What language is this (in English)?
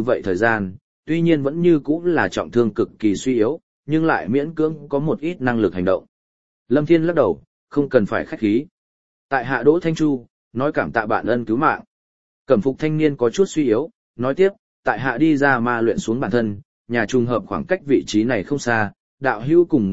Vietnamese